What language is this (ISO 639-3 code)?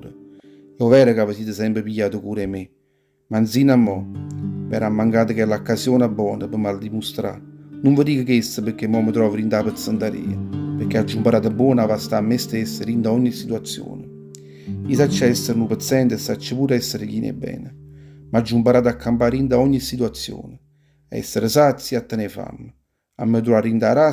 nap